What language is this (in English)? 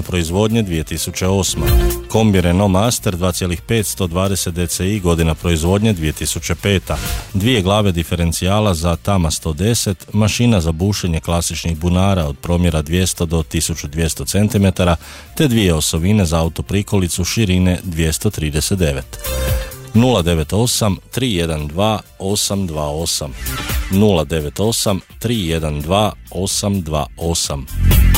Croatian